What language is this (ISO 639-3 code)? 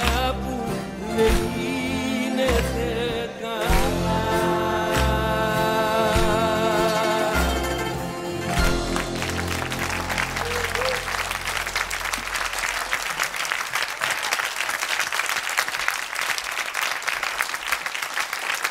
ell